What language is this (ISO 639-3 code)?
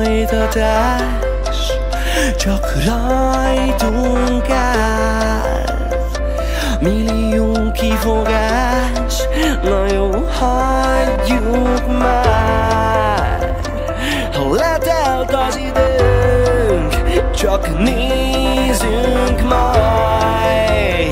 hun